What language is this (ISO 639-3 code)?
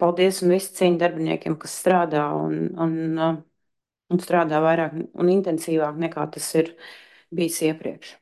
lav